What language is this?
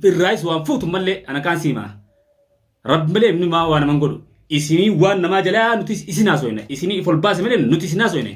Oromo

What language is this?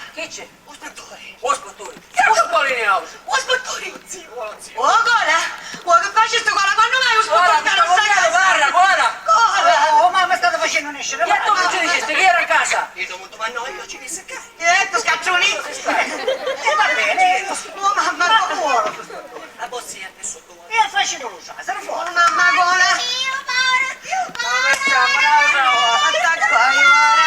Sicilian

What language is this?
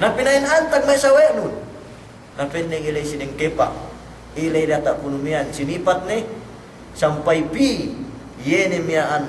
Yakan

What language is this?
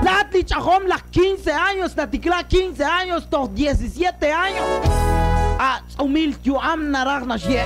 Kekchí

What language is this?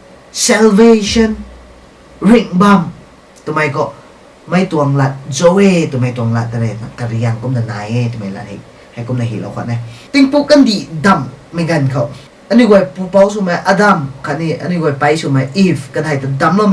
Rongmei Naga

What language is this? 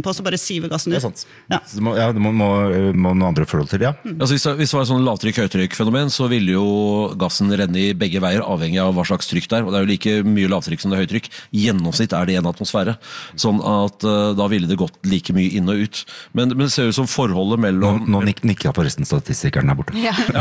Norwegian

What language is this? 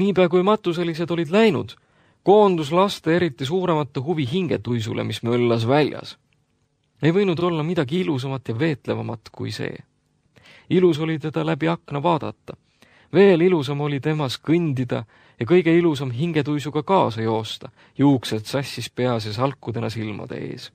Estonian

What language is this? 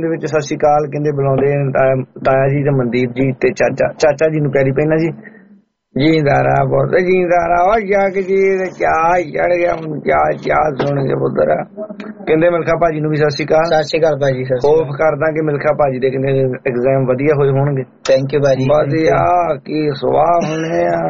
Punjabi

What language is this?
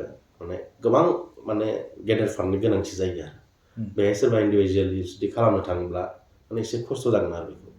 Bodo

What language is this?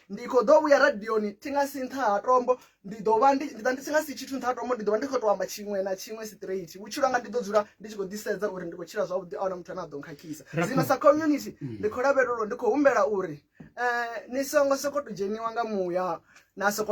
Venda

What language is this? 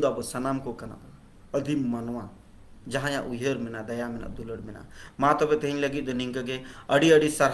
Santali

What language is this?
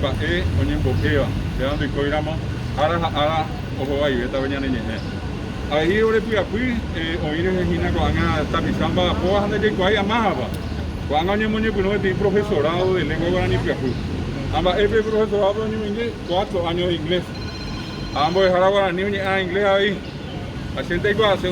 Guarani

